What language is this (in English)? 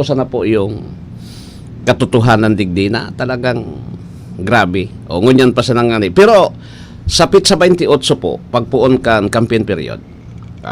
Bikol